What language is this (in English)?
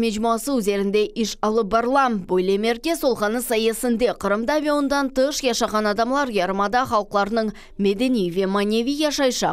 Crimean Tatar